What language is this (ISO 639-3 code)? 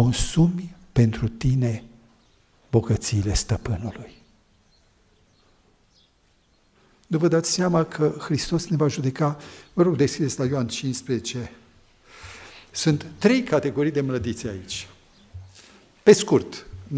ron